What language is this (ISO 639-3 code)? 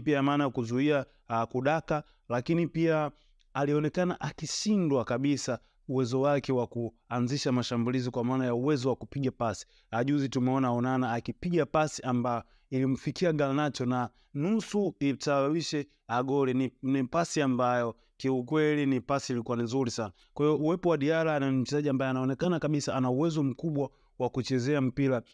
swa